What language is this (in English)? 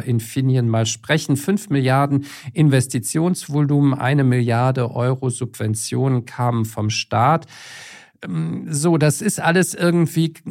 German